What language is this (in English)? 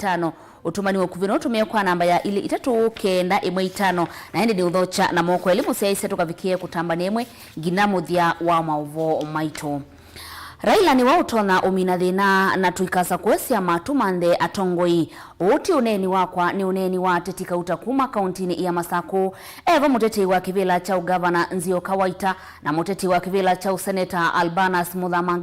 Kamba